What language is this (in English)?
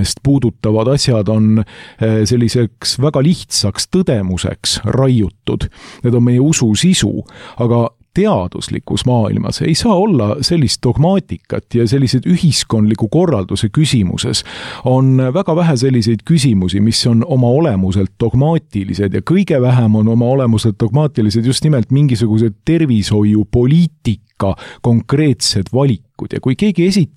Estonian